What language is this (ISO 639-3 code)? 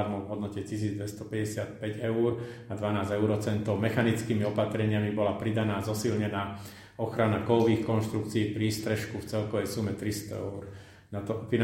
slk